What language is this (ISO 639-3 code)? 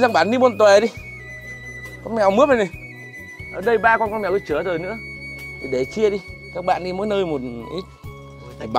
vie